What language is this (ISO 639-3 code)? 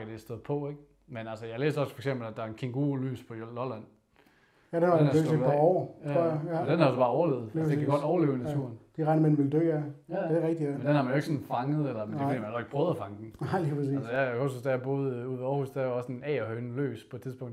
dan